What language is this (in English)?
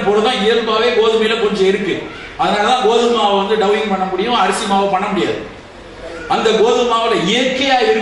Tamil